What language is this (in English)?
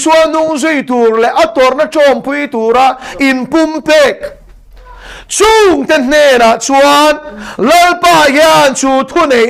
Mizo